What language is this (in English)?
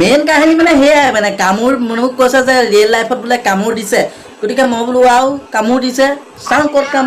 Assamese